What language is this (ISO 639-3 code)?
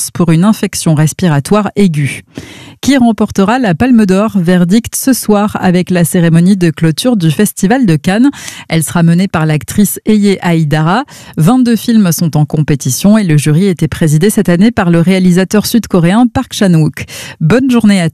fra